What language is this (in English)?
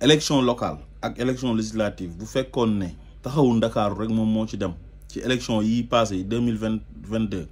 Wolof